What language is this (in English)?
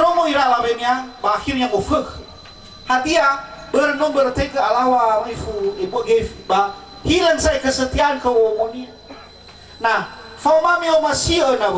Nias